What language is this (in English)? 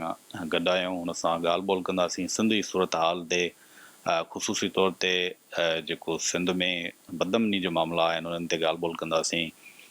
Sindhi